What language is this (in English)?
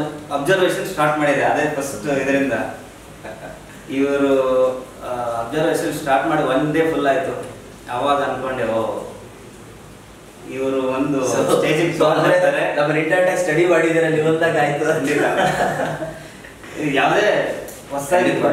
Kannada